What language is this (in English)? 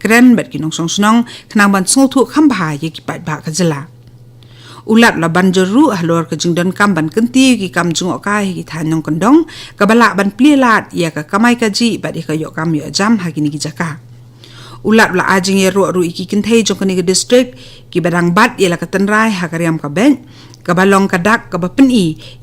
Khasi